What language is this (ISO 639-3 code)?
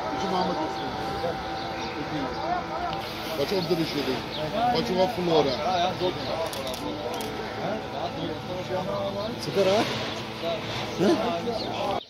urd